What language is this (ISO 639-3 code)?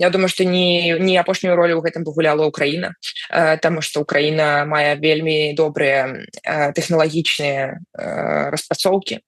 bel